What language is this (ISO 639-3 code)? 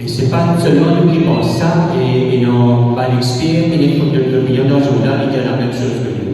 mfe